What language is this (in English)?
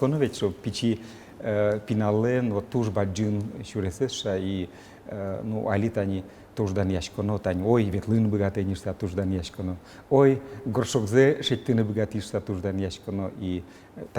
Udmurt